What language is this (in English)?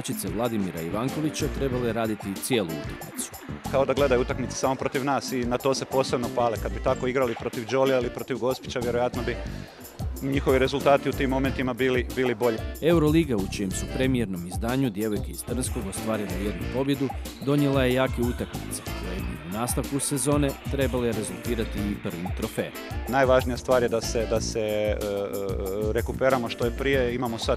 Croatian